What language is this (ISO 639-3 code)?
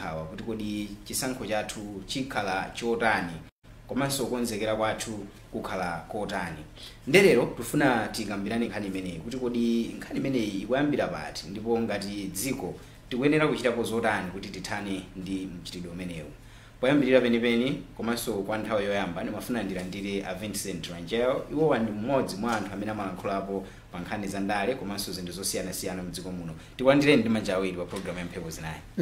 nya